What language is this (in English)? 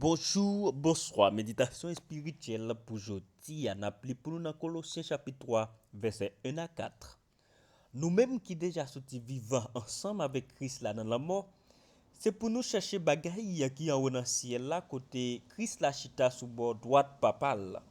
Haitian Creole